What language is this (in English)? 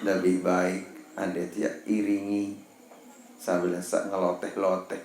Sasak